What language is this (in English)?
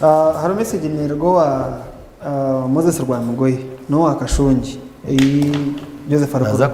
Nyankole